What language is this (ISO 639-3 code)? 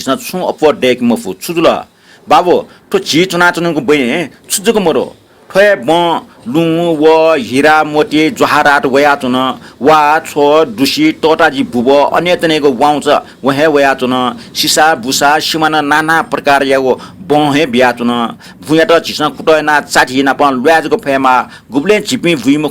new